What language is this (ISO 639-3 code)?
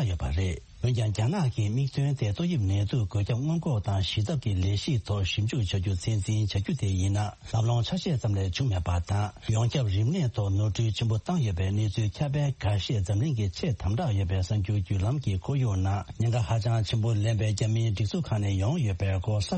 bod